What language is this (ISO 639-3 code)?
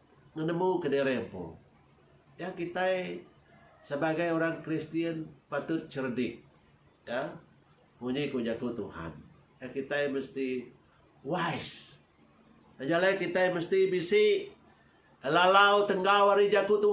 iba